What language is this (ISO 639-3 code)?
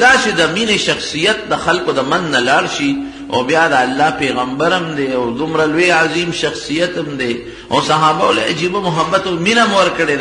pus